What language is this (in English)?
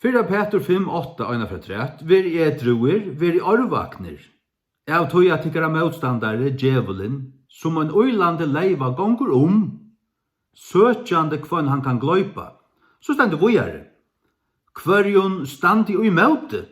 Faroese